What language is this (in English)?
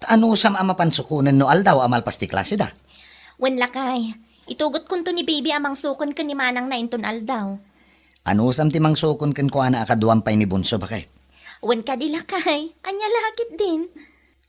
Iloko